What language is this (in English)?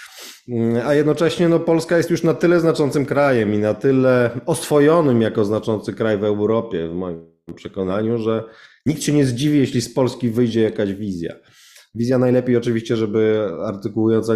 Polish